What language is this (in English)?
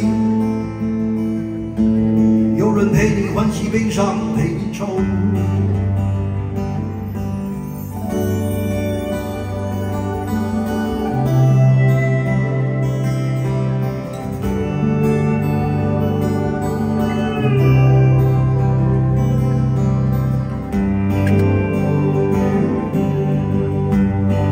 Chinese